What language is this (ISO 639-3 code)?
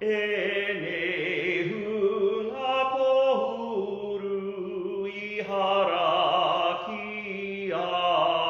mri